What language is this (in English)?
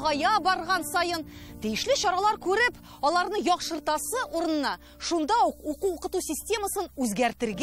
Tatar